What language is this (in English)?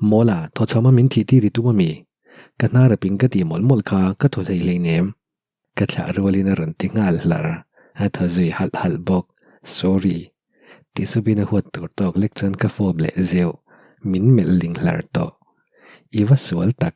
Mizo